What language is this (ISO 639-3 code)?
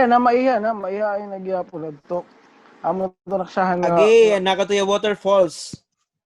war